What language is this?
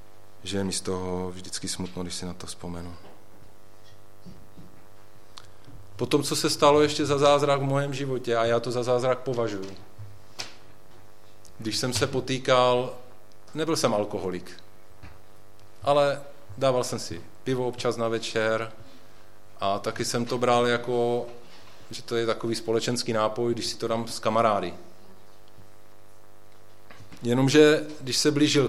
Czech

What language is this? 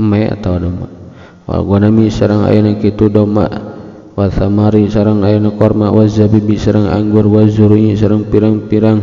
Sundanese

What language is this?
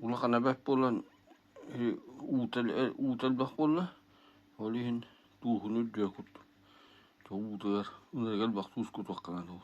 Yakut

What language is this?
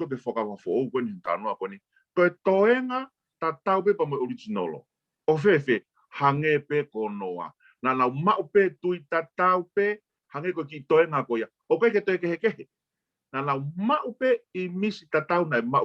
Tongan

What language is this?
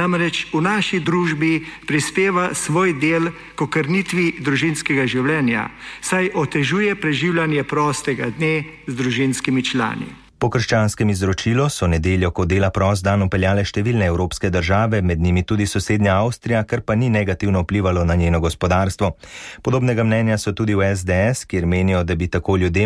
Slovenian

